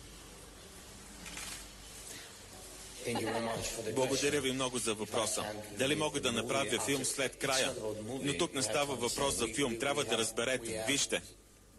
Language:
Bulgarian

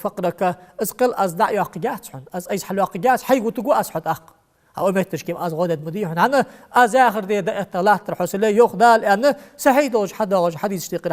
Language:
Ingush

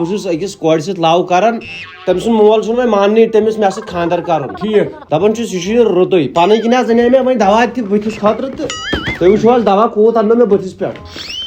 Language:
Kashmiri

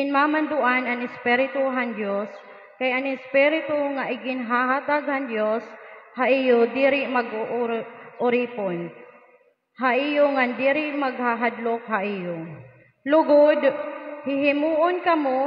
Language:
Waray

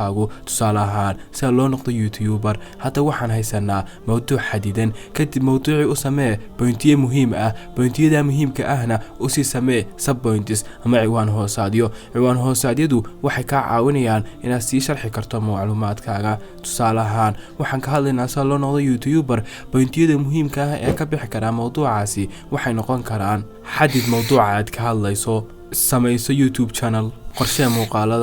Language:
Somali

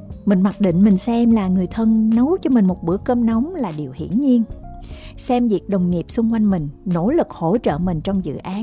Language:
Vietnamese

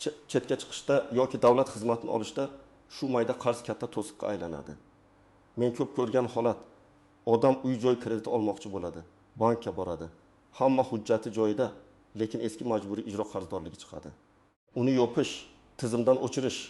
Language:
Uzbek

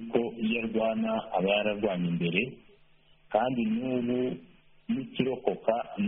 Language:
Kinyarwanda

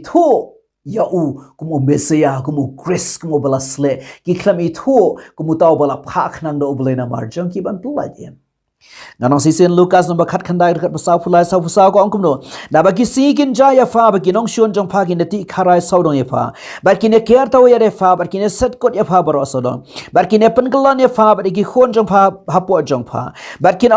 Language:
Khasi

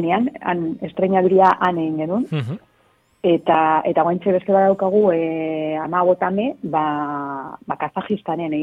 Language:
Basque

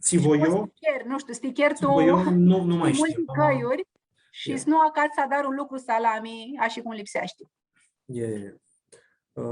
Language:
Aromanian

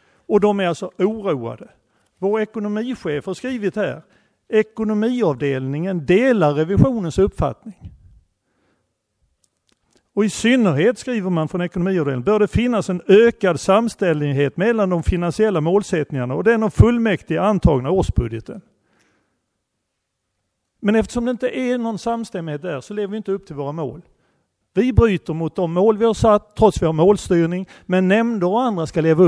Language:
Swedish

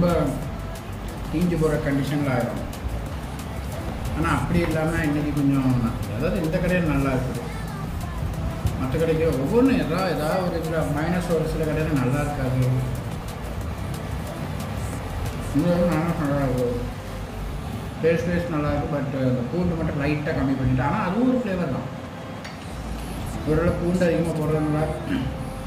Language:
Tamil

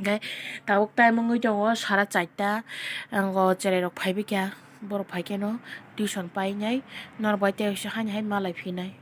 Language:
Kok Borok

